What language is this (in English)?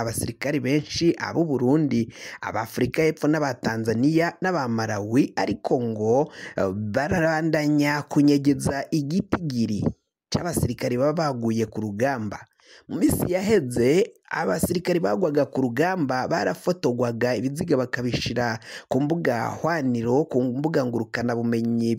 Rundi